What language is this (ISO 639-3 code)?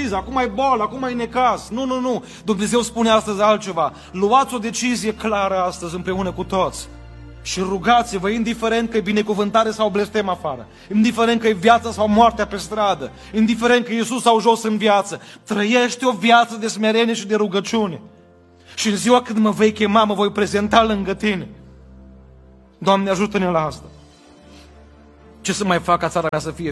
ron